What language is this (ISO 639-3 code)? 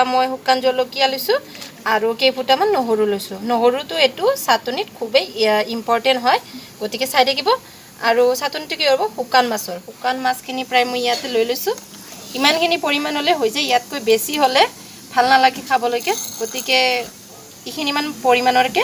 asm